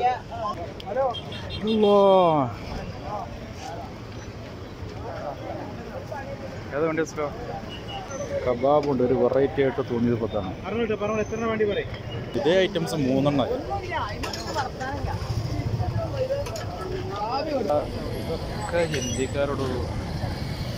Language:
Malayalam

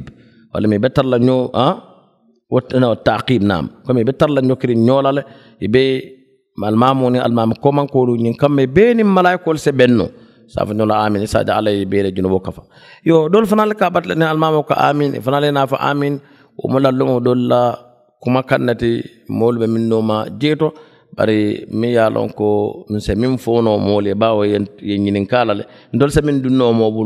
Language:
Mandingo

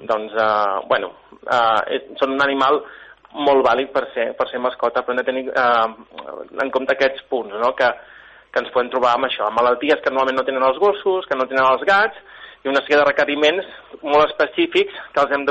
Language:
Catalan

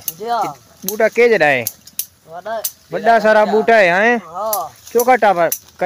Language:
Saraiki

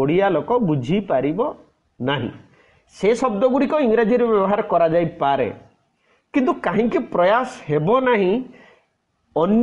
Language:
Odia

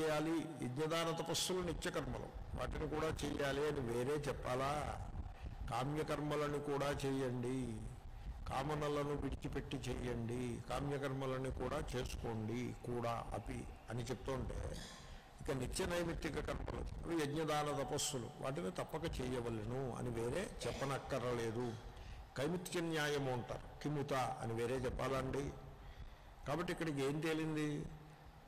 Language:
Telugu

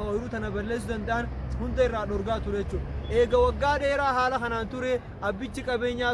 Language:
Oromo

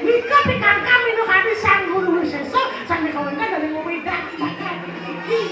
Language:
Balinese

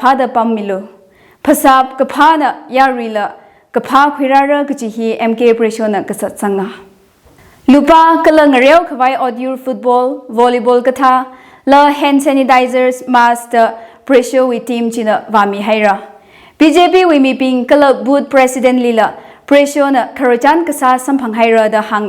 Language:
Tangkhul Naga (India)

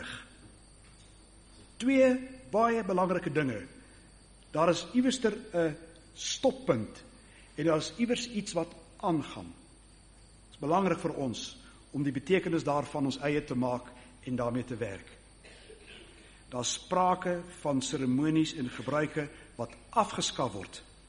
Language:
Afrikaans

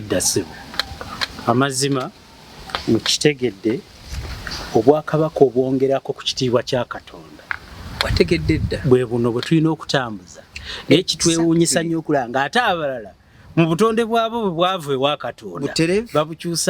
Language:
Ganda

